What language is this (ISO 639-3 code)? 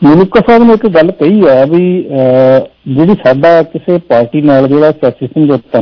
pan